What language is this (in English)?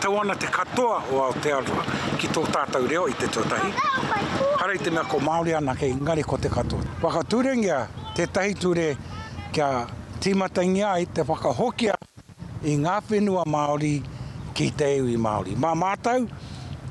Māori